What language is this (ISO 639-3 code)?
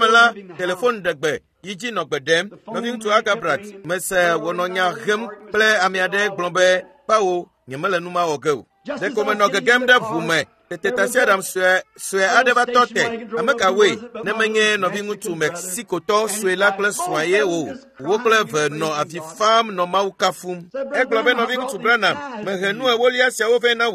ewe